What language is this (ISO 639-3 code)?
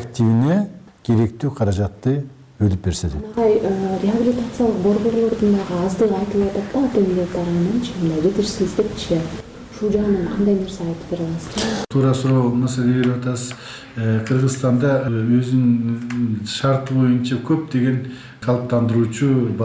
kir